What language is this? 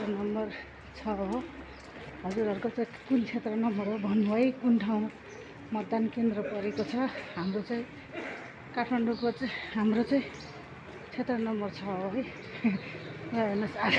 Nepali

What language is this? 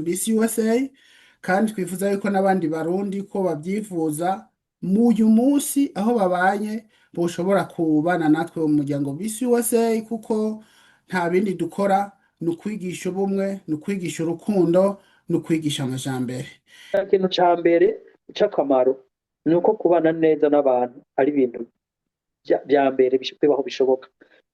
Rundi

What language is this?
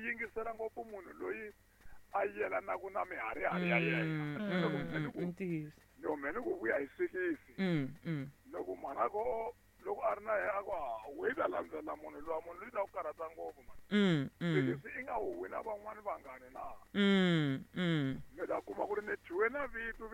Tsonga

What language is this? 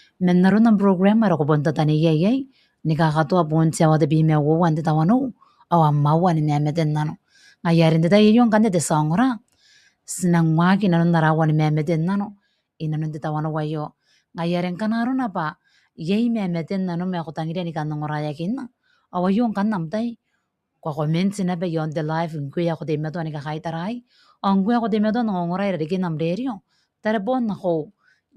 Gilbertese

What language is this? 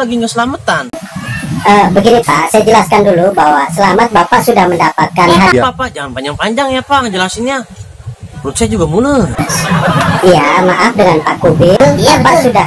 Betawi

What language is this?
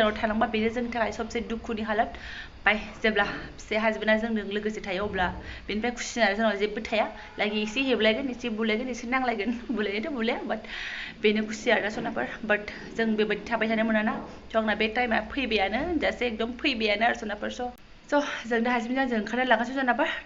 Bodo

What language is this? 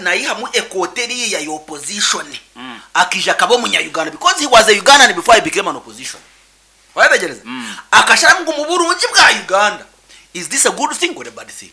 Nyankole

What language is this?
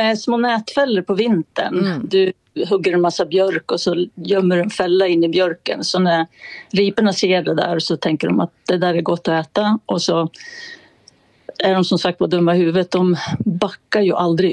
Swedish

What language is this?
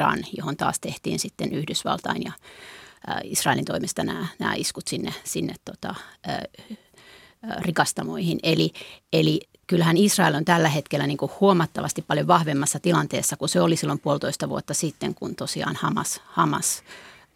Finnish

